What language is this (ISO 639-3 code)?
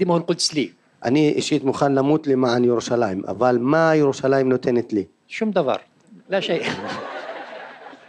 heb